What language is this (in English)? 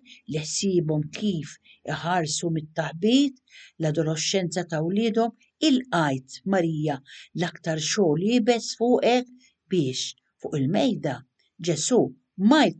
Maltese